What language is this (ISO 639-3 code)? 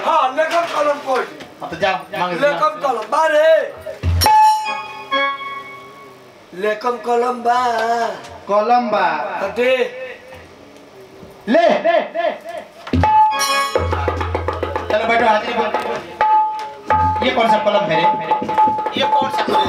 bho